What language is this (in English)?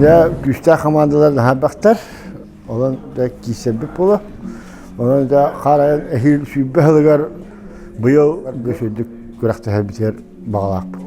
Yakut